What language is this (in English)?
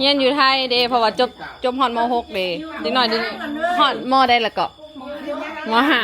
Lao